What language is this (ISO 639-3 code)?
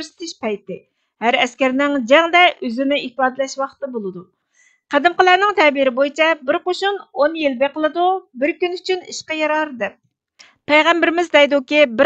uig